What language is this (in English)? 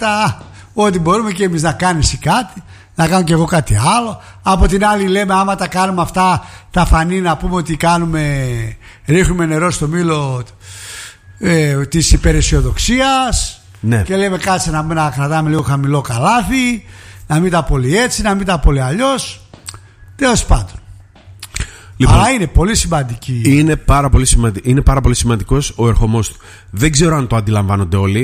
Greek